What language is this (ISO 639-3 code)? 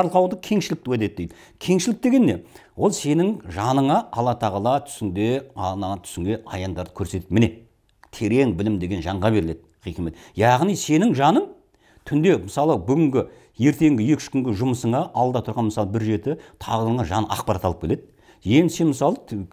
kaz